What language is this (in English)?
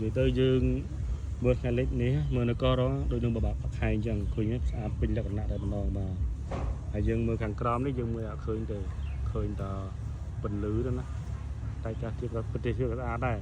Khmer